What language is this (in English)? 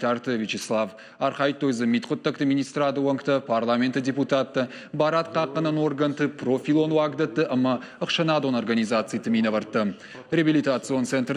Ossetic